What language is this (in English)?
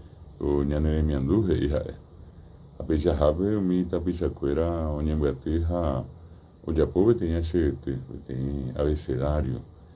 Guarani